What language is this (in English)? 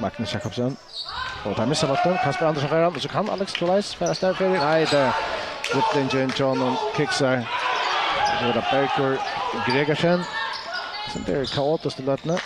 Faroese